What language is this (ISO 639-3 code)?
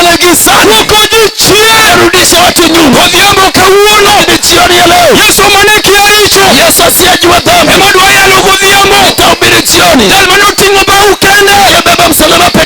luo